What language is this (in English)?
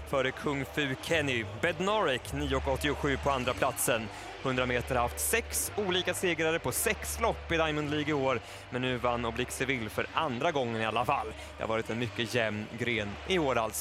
Swedish